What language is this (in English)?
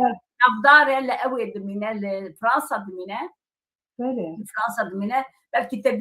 Kurdish